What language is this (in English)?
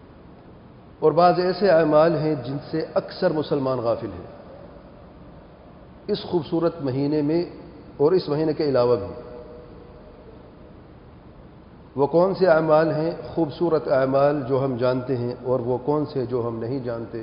Urdu